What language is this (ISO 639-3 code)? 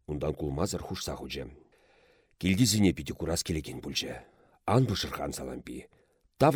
chv